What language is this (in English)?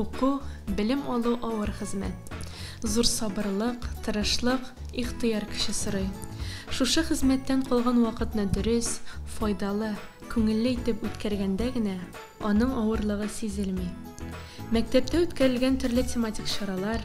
Tatar